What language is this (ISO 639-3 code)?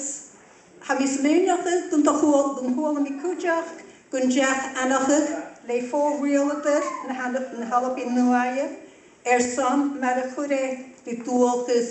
gla